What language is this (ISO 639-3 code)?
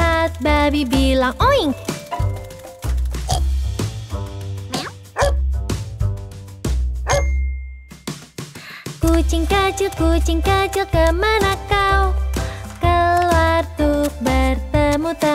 ind